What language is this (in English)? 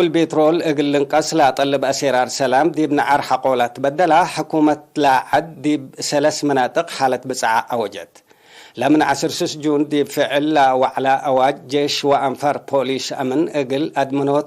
Tigre